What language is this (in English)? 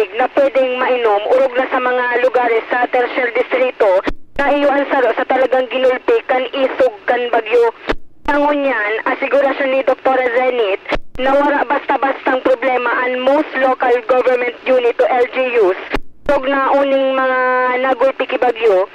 Bikol